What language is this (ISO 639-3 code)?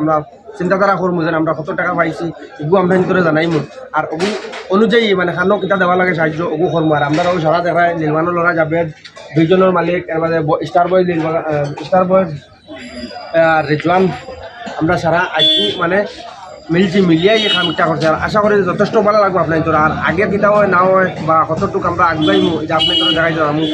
syl